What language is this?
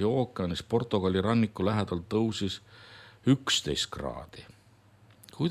Estonian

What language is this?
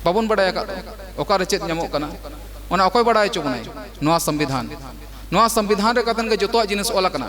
Santali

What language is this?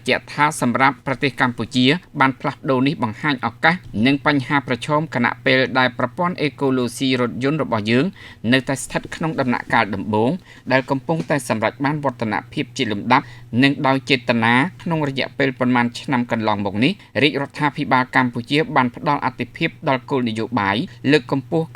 Khmer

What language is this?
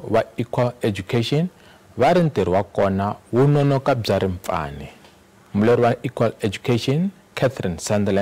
Tsonga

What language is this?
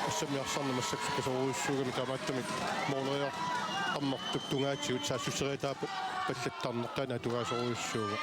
Kalaallisut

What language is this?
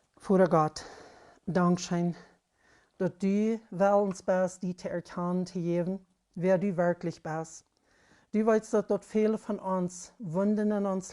Plautdietsch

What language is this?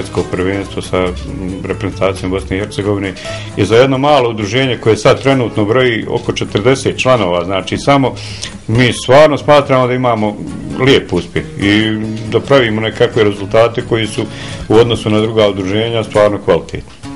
Bosnian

